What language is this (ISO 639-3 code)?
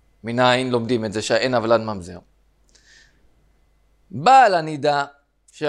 heb